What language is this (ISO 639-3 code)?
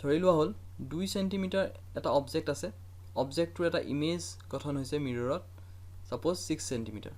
asm